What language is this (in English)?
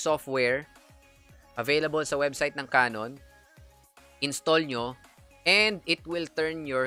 Filipino